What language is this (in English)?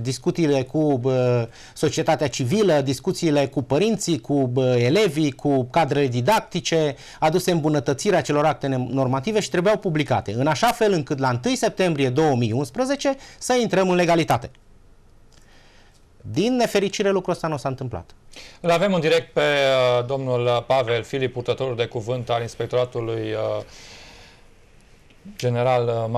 Romanian